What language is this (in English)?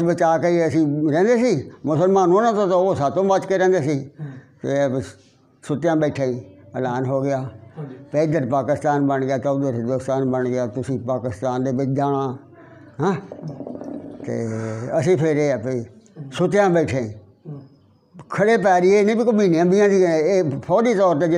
Punjabi